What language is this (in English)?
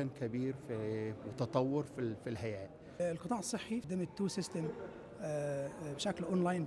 Gulf Arabic